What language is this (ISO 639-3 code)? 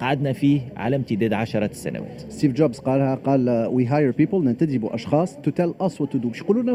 aeb